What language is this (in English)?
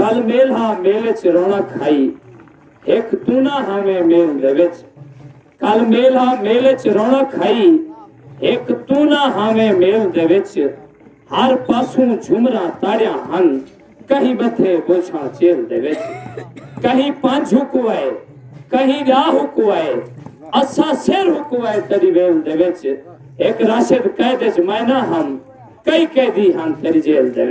Saraiki